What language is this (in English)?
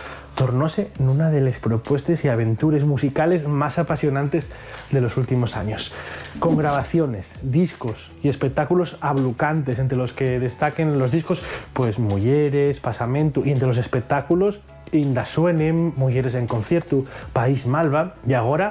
Asturian